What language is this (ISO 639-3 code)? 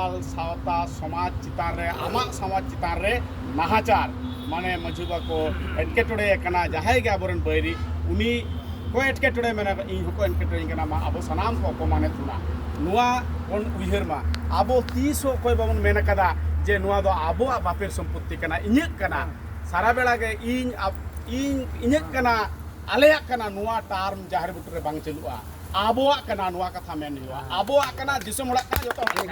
sat